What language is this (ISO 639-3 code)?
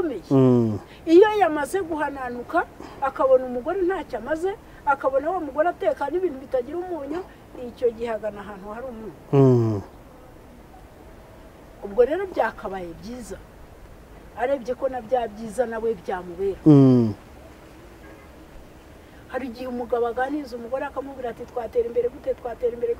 kin